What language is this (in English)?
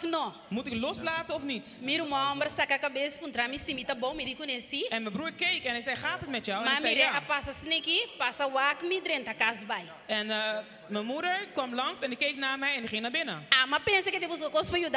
Papiamento